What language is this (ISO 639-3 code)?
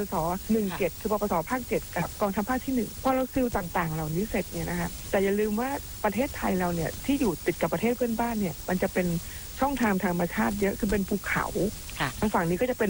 tha